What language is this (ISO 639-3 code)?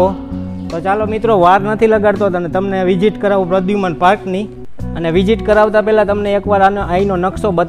guj